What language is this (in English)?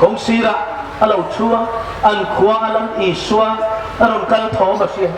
Hmar